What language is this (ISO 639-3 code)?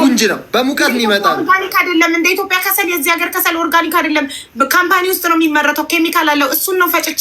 amh